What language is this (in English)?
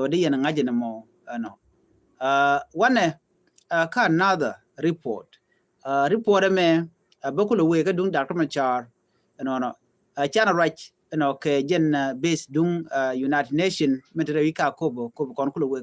Nuer